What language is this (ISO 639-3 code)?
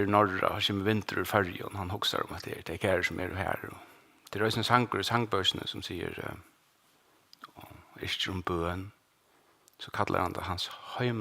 fao